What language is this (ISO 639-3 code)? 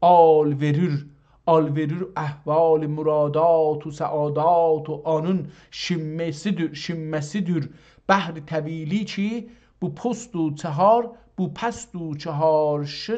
azb